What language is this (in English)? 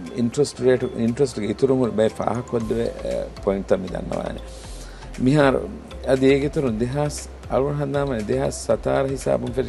Divehi